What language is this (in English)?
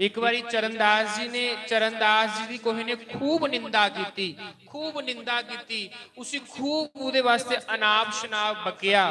Dogri